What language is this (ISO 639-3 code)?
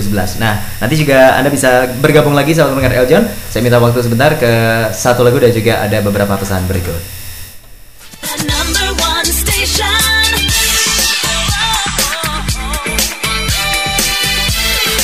ind